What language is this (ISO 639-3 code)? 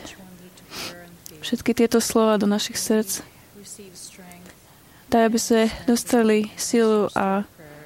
slk